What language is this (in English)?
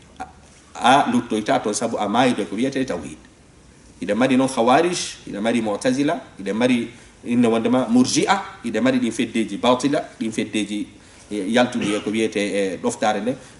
Fula